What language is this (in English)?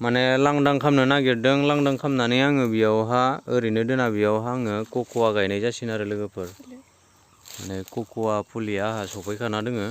Bodo